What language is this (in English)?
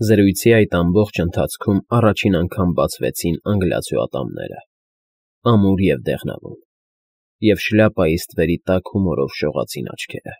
Armenian